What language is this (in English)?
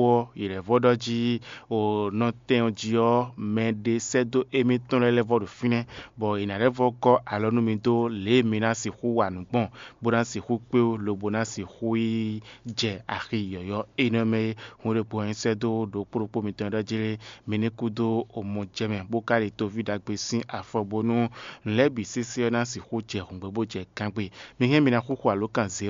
Fon